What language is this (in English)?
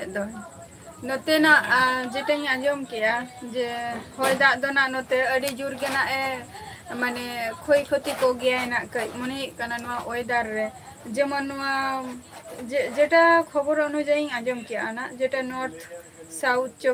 Santali